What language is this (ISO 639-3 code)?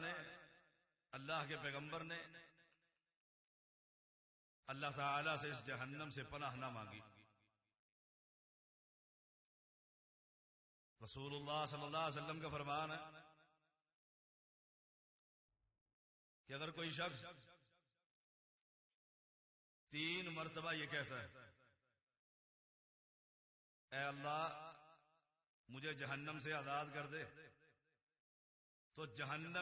urd